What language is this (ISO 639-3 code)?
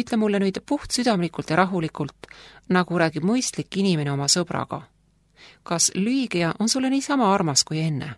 est